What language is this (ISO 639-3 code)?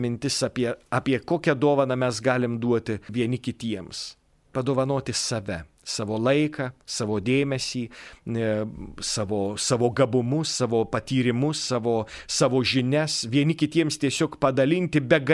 lit